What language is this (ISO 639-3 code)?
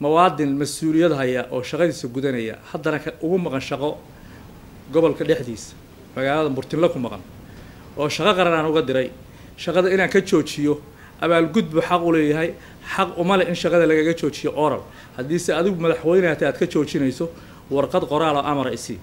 som